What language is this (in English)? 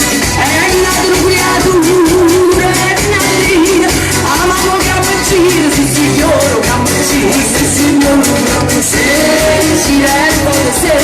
Neapolitan